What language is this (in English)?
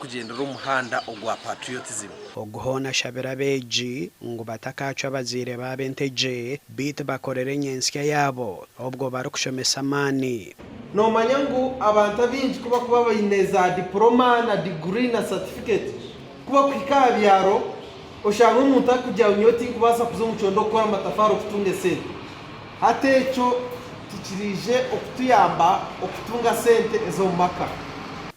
Nyankole